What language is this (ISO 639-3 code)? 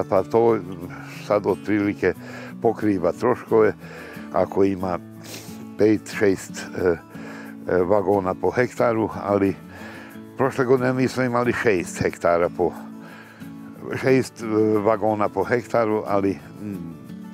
srp